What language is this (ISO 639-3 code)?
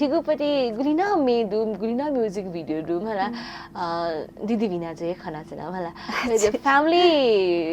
new